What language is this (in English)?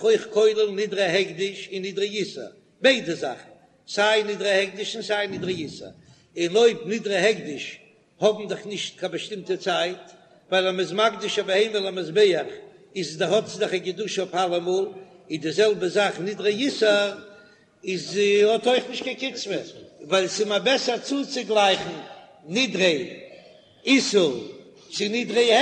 Yiddish